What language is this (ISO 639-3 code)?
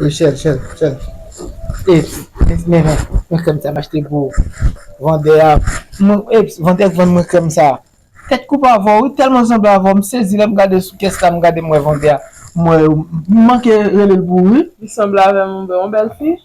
hat